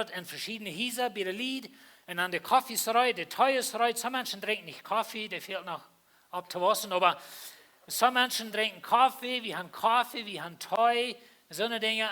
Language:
Plautdietsch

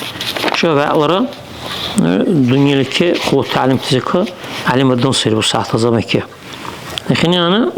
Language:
Dargwa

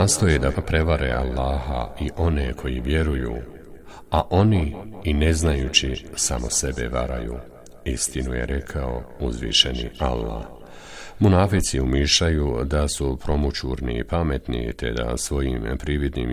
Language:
Bosnian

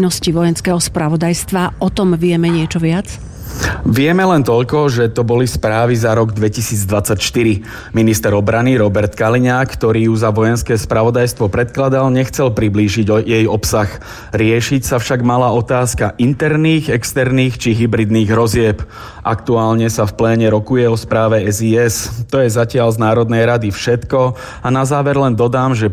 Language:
Slovak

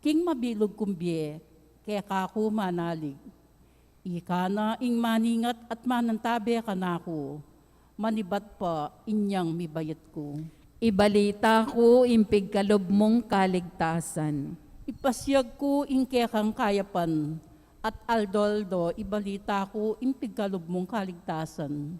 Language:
Pampanga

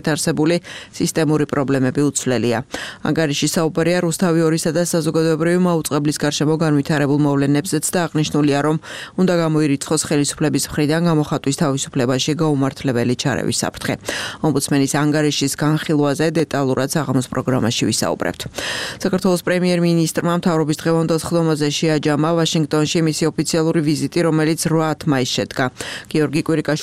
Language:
Georgian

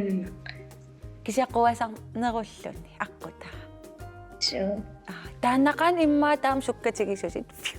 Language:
Kalaallisut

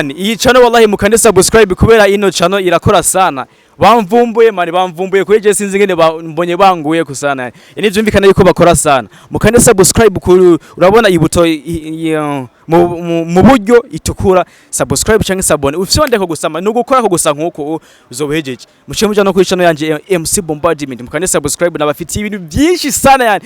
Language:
Rundi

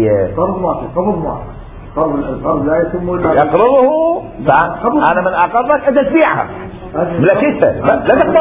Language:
Mesopotamian Arabic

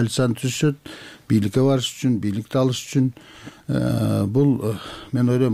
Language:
Kyrgyz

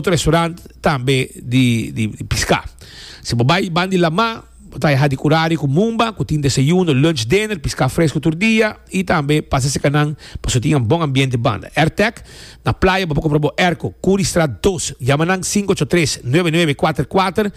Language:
Papiamento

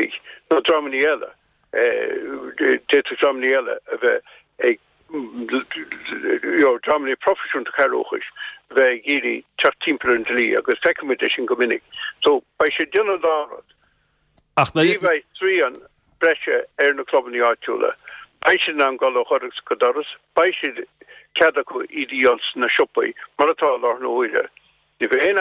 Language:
Irish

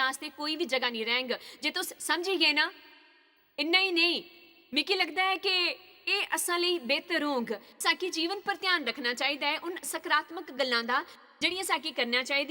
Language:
Dogri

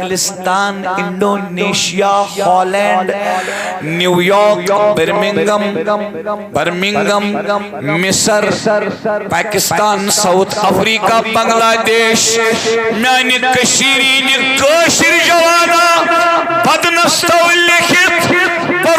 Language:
Kashmiri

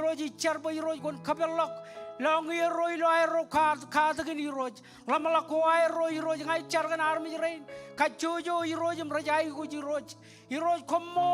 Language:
Marshallese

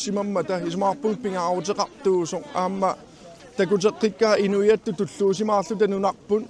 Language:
Kalaallisut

